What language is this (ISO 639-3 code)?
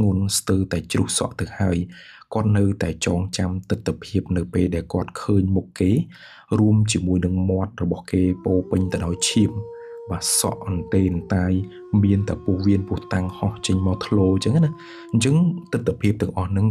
khm